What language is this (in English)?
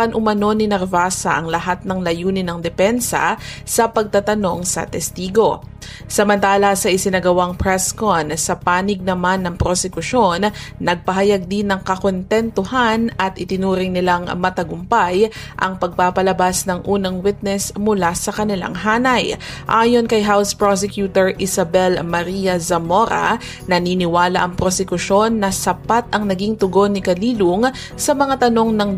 Filipino